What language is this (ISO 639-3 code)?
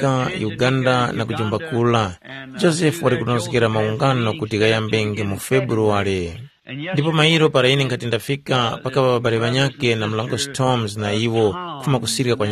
tum